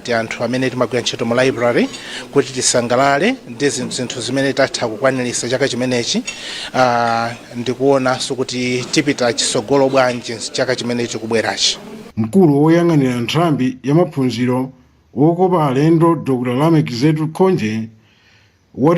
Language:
Nyanja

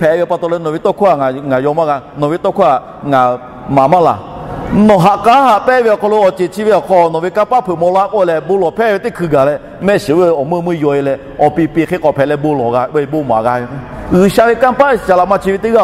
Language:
Lahu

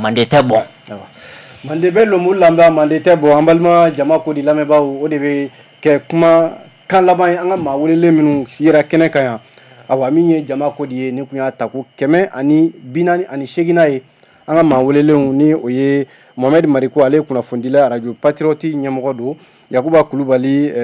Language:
Bambara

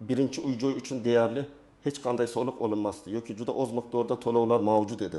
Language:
Uzbek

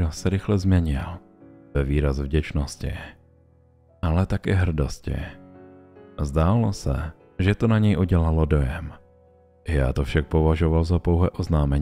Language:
Czech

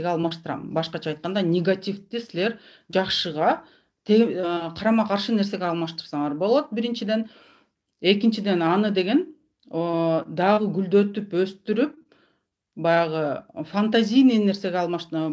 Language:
Kyrgyz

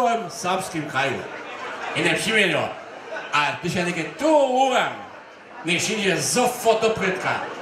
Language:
Upper Sorbian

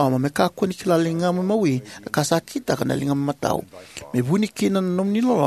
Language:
Fijian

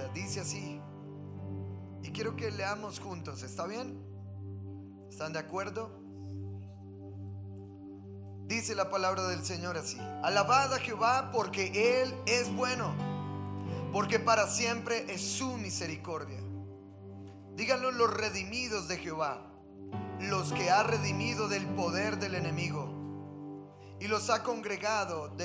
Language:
Spanish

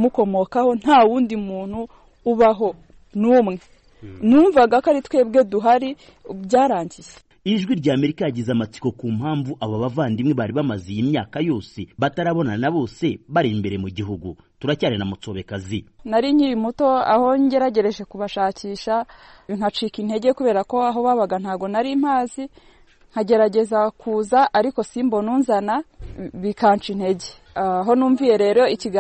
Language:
Kinyarwanda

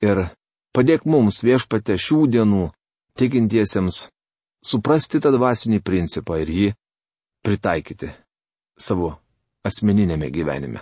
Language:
Lithuanian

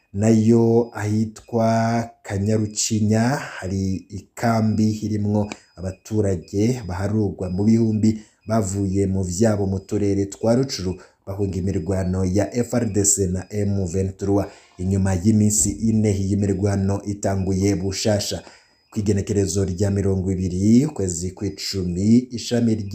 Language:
Rundi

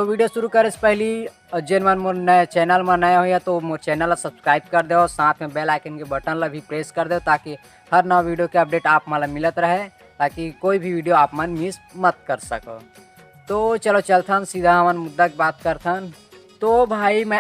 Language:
Chhattisgarhi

